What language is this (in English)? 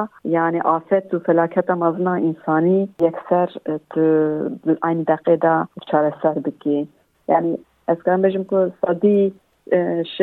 Kurdish